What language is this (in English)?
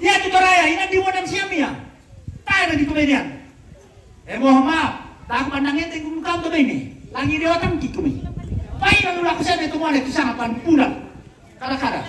Toraja-Sa'dan